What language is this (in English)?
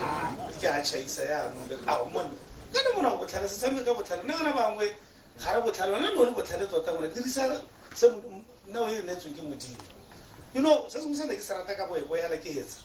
Tswana